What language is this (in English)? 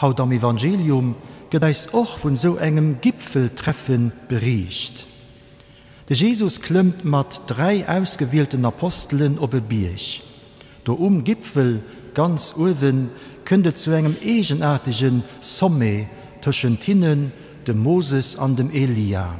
Luxembourgish